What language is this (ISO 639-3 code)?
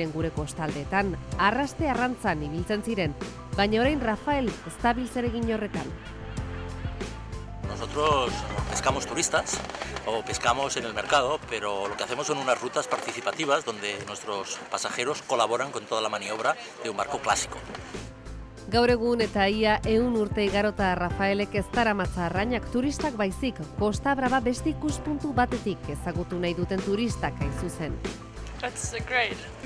eus